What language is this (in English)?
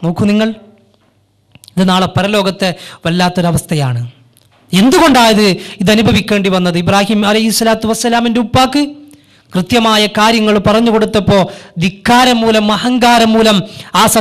Malayalam